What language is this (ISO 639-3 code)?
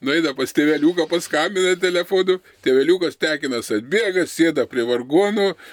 lit